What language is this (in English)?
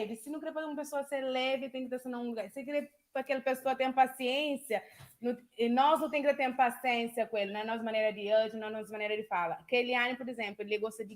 Kabuverdianu